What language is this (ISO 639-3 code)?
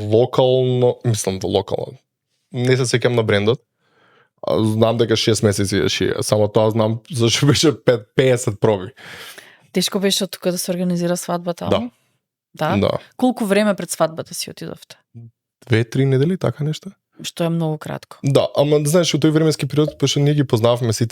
mkd